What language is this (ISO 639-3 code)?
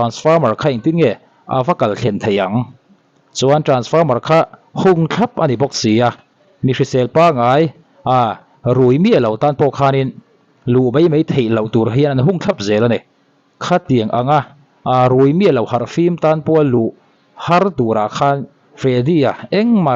lus